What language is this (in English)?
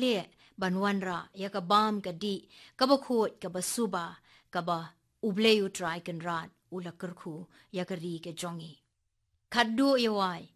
Khasi